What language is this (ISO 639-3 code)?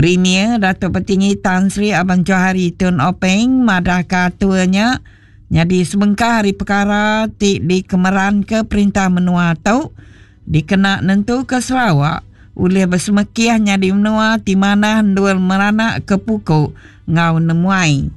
iba